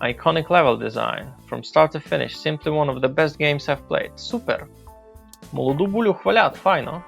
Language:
Rusyn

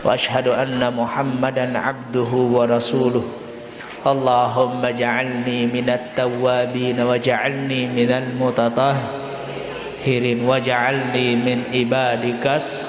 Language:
Sasak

